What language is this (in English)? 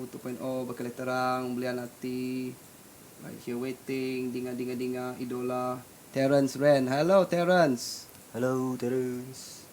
Iban